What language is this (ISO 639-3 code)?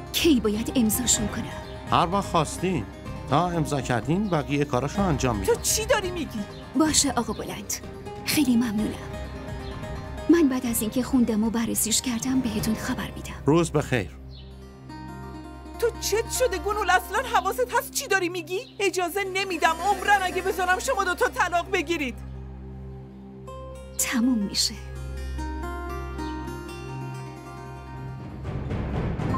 fas